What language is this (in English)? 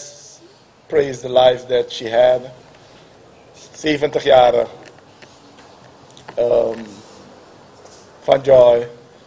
Dutch